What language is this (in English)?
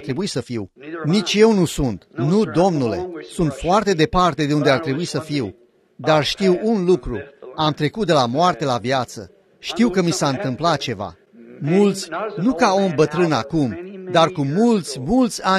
Romanian